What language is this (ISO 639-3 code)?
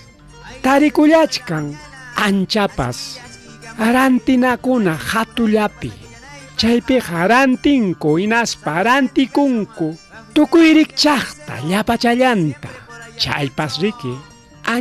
quy